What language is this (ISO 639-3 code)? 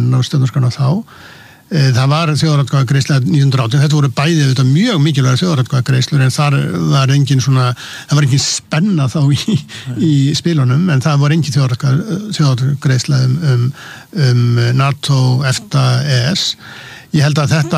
isl